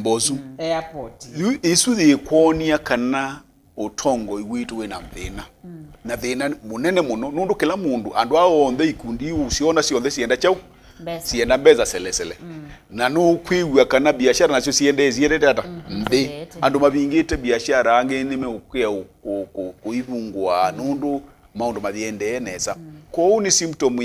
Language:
Kamba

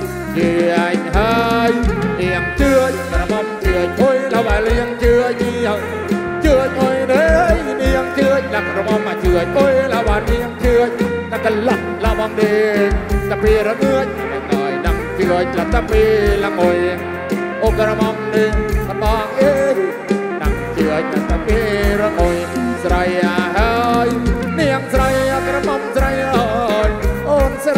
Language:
Thai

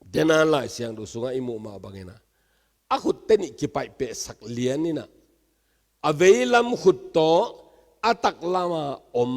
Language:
Tedim Chin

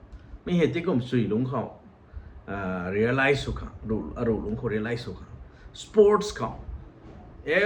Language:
Rongmei Naga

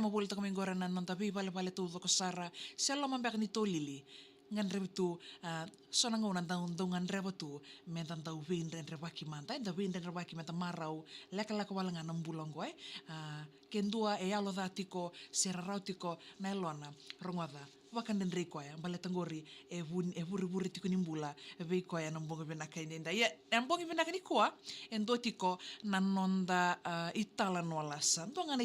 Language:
Fijian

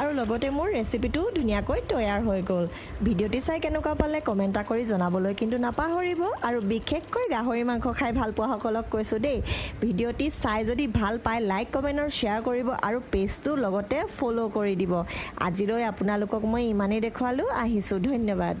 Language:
Assamese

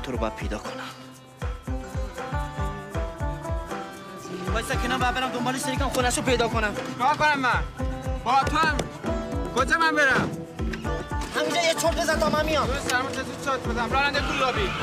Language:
Persian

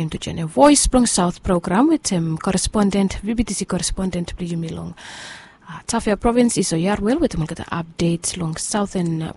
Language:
Bislama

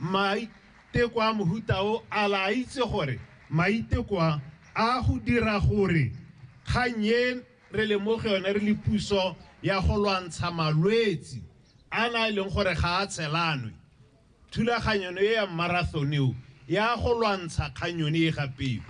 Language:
Tswana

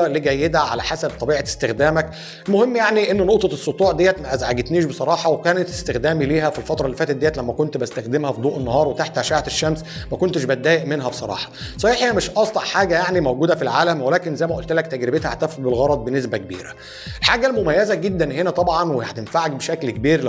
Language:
Egyptian Arabic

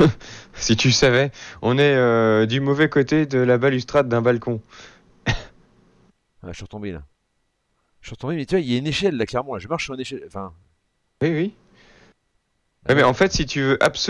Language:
French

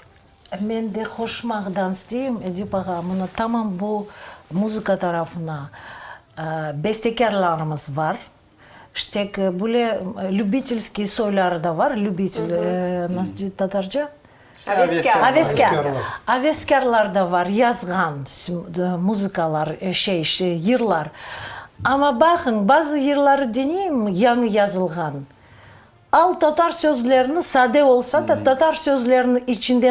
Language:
Crimean Tatar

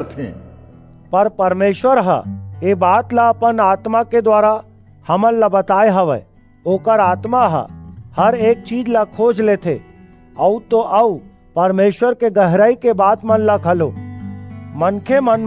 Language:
Chhattisgarhi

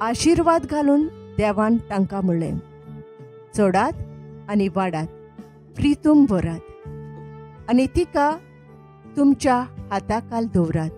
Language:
Konkani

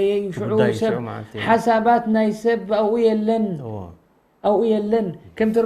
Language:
Tigrinya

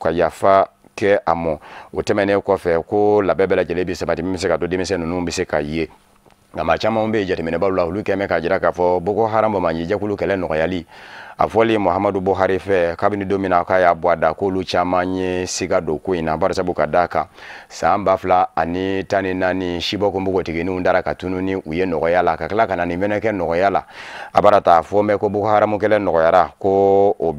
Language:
Bambara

